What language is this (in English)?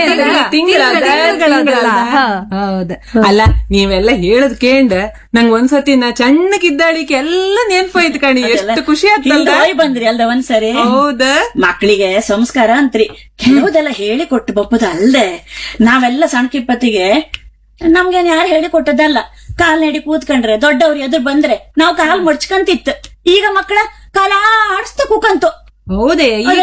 Kannada